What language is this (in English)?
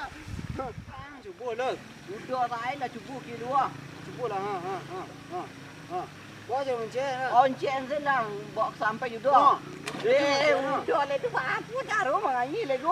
Minangkabau